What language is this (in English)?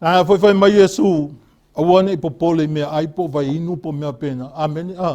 Samoan